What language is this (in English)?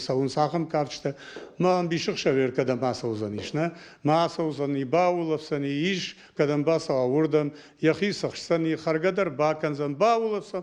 Ossetic